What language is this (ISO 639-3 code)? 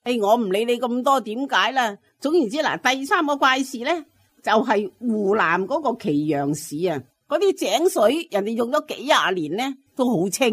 yue